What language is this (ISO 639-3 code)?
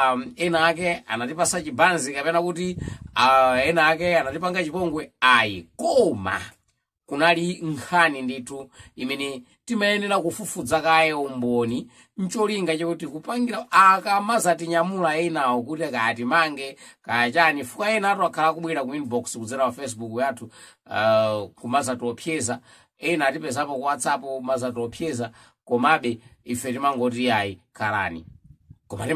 nya